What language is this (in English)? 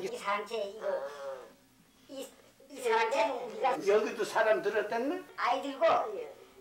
Korean